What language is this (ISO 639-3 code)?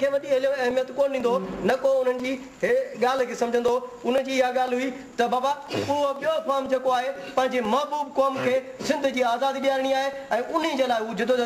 snd